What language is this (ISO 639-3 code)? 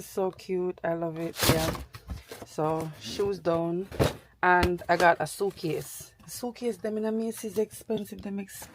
jam